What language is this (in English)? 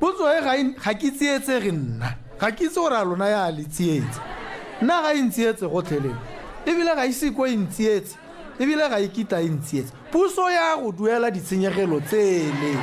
Tswana